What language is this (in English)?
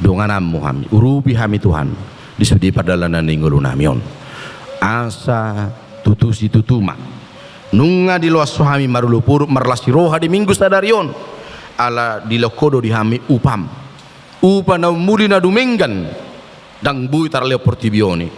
Batak Toba